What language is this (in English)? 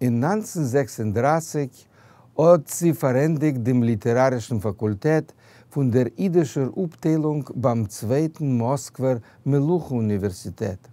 Yiddish